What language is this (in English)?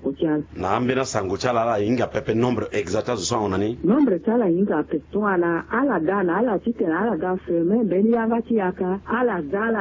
Sango